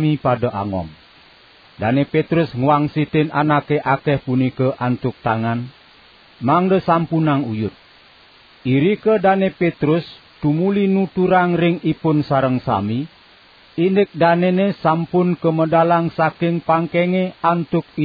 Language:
Balinese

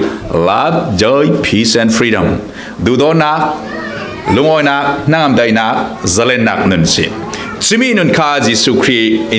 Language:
Falam Chin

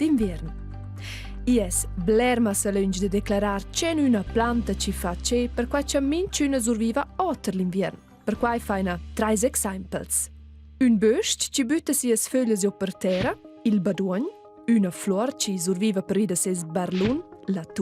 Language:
Romansh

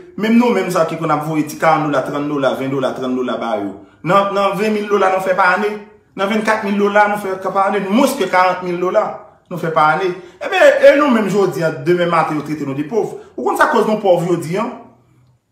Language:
Haitian Creole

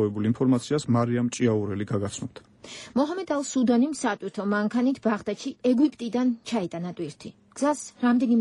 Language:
Georgian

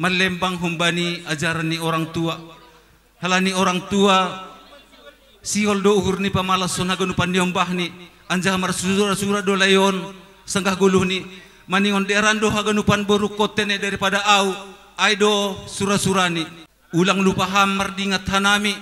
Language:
Batak Simalungun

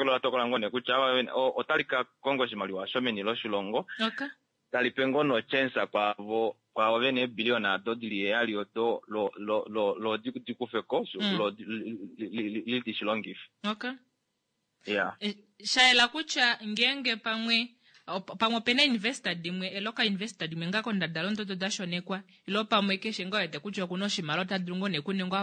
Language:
Kuanyama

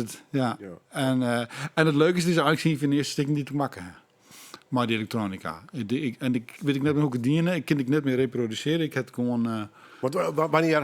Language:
Western Frisian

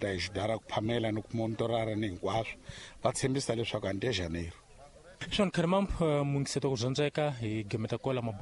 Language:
Tsonga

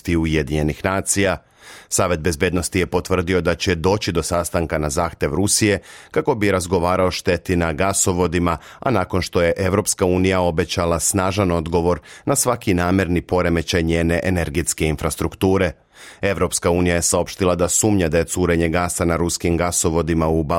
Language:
Serbian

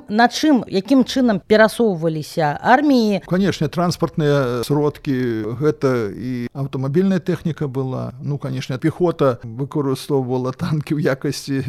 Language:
Belarusian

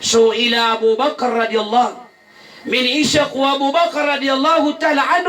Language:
Maranao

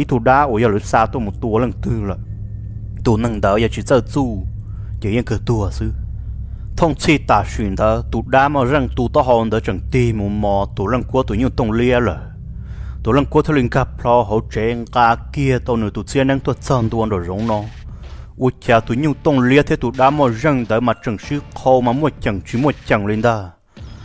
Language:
Vietnamese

